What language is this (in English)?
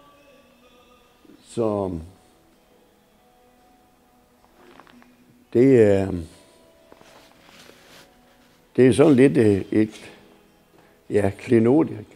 Danish